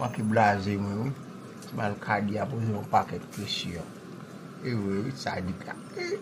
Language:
Haitian Creole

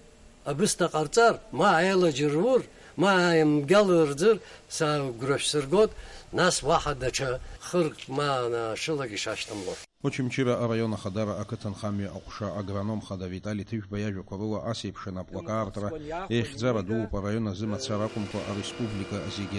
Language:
Abkhazian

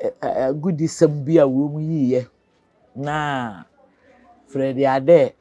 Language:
Akan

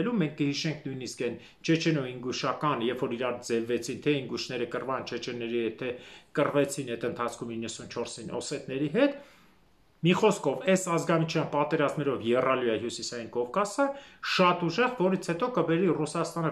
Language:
Armenian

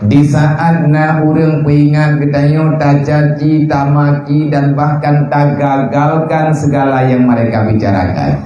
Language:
Achinese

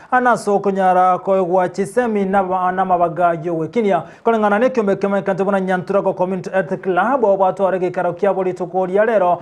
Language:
Gusii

